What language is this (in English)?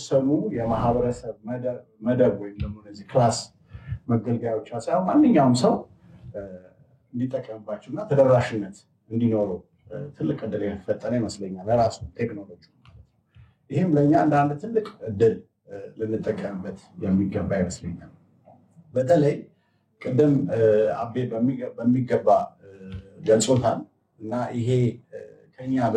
Amharic